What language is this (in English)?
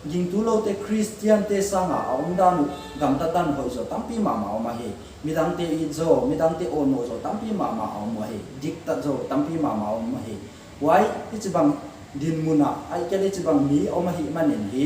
Paite Chin